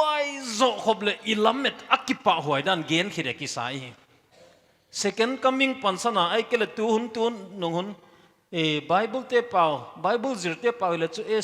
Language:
Paite Chin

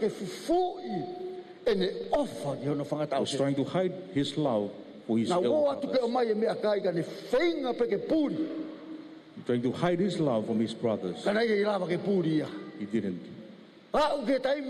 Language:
Tongan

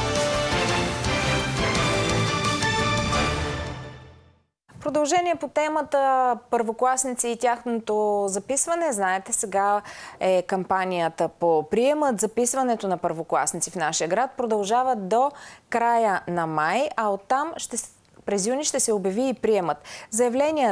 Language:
Bulgarian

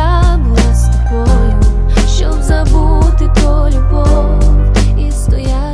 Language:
Ukrainian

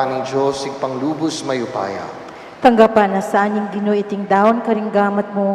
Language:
Pampanga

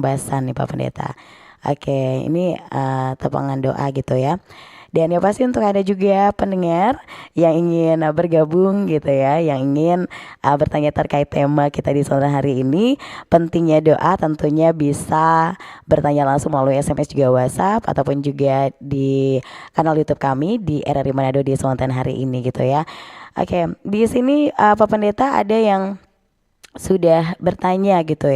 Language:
Manado Malay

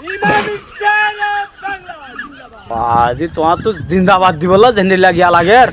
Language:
Rohingya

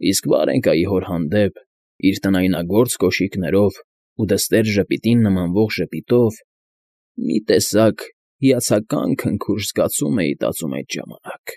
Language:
Armenian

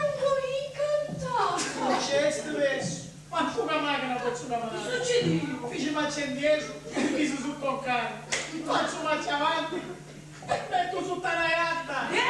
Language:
Sicilian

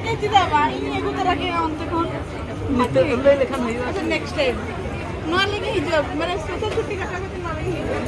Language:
Santali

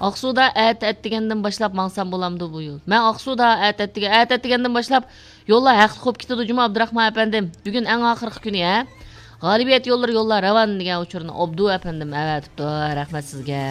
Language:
Uyghur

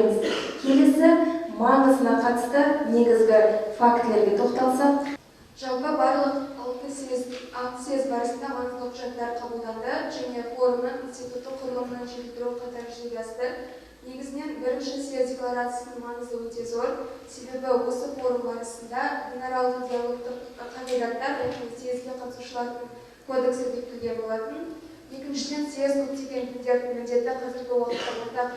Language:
Kazakh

